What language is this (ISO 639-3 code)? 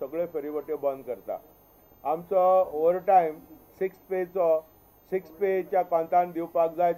kok